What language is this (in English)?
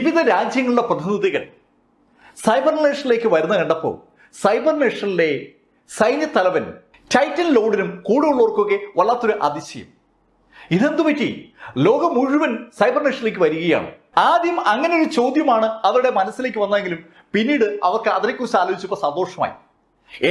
Malayalam